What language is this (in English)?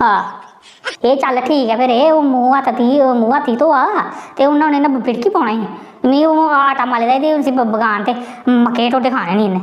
Dogri